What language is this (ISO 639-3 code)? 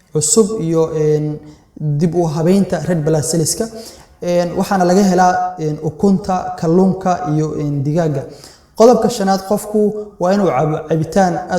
som